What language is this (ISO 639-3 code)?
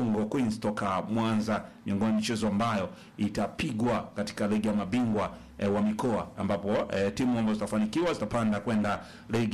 swa